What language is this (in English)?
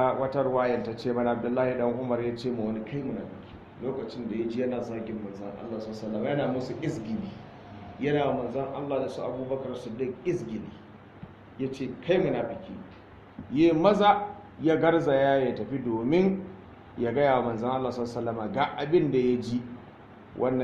Hausa